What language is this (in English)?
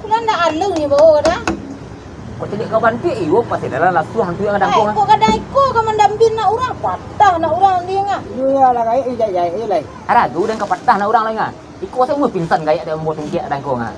Minangkabau